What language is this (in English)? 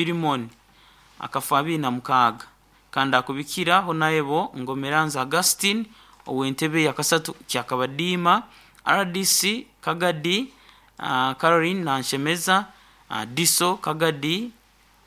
Nyoro